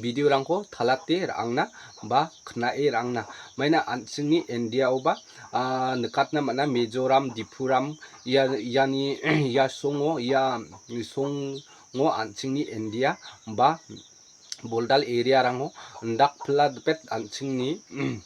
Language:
Garo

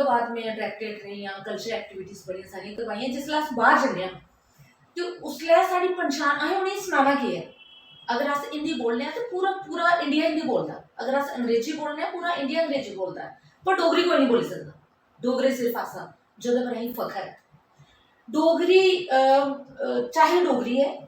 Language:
Dogri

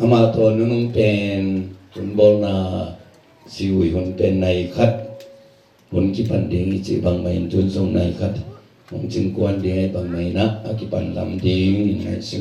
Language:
Tedim Chin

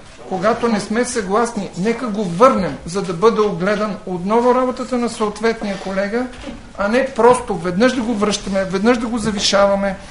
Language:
Bulgarian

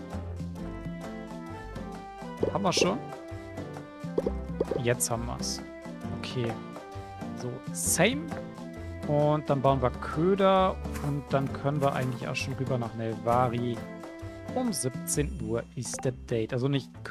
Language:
German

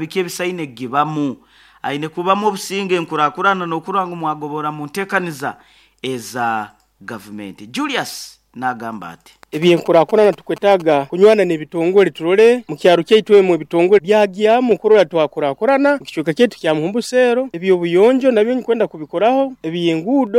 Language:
Nyoro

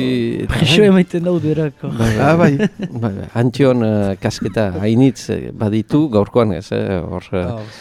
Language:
Basque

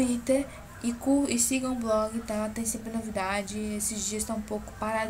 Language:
Portuguese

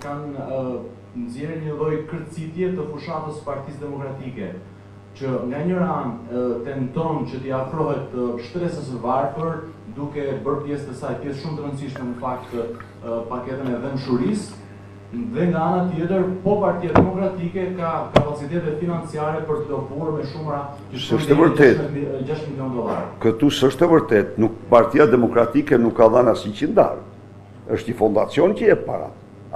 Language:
Albanian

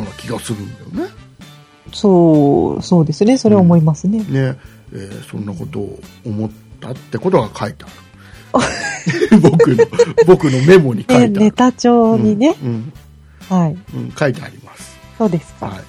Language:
Japanese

